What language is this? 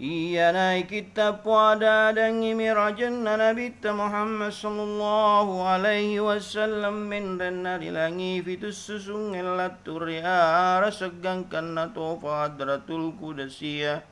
Buginese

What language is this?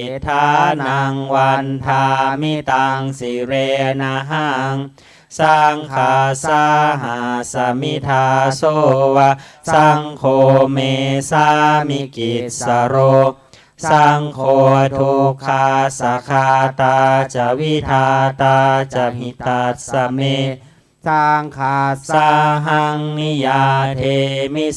Pali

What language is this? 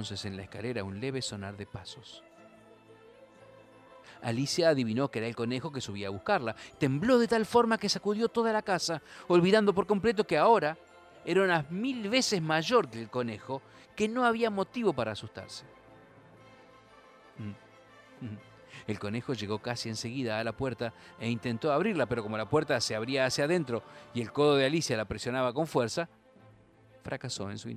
Spanish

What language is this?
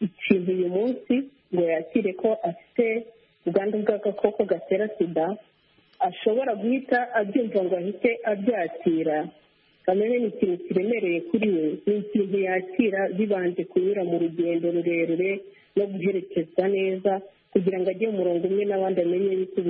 Kinyarwanda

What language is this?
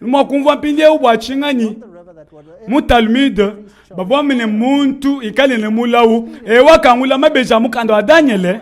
Luba-Lulua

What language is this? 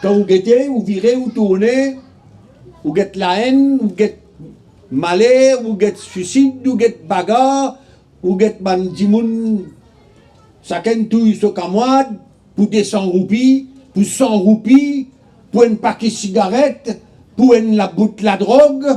Morisyen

